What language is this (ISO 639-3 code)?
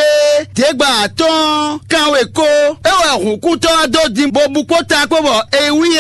fon